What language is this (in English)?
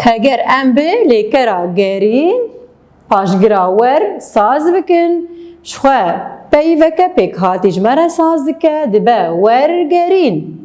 Kurdish